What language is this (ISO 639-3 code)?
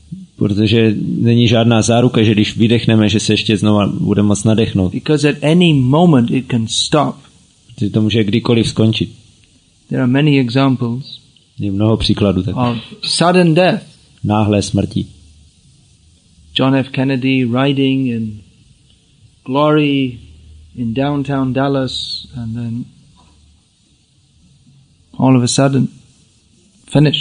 ces